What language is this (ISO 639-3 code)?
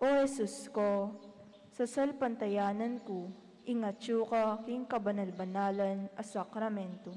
pam